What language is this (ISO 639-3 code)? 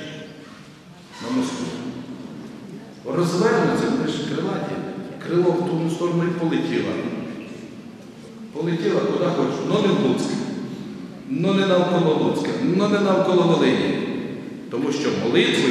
ukr